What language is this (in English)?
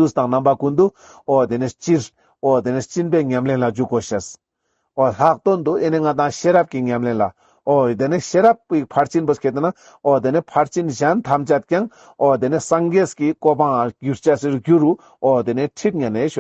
Ladakhi